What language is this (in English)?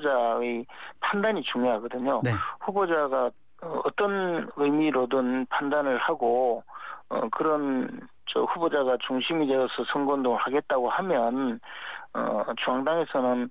Korean